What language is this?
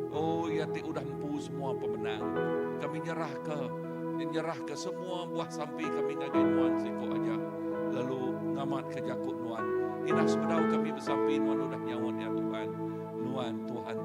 Iban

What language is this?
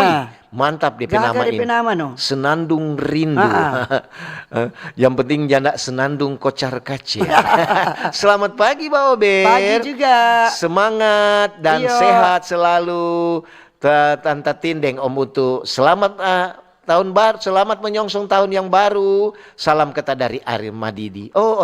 Manado Malay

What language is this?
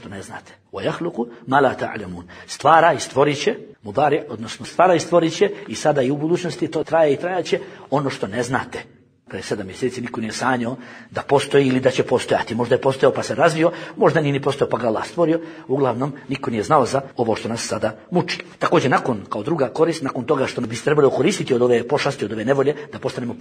Bosnian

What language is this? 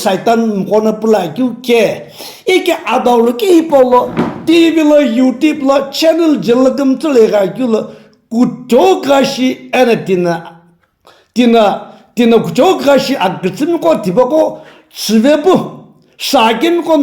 Sumi Naga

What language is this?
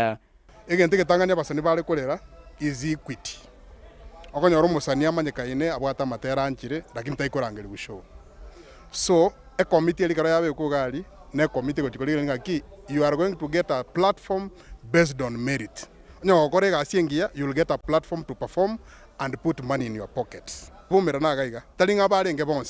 Gusii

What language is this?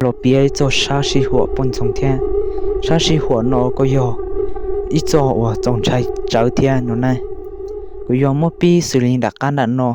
Hmong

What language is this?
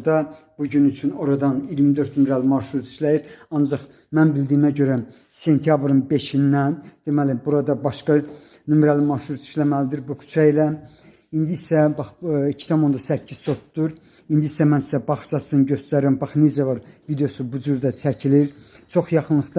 Azerbaijani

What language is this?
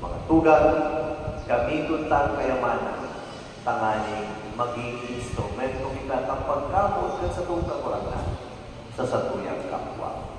Bikol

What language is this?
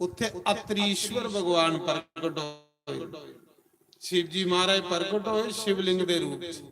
Dogri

